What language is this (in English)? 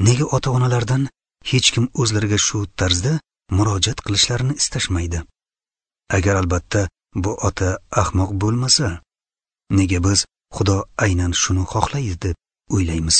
Uzbek